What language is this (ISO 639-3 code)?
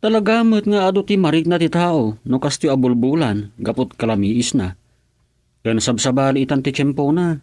ilo